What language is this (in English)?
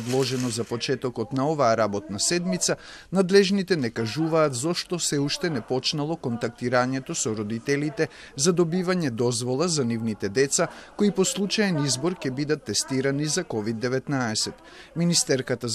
Macedonian